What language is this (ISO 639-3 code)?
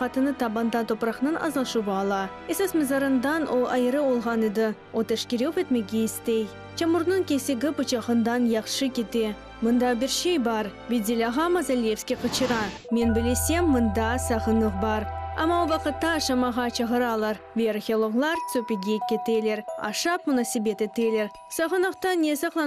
crh